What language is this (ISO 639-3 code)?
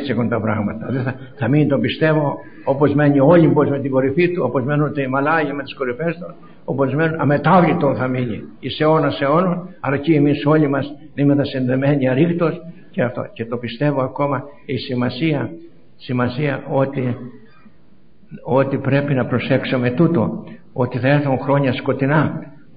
ell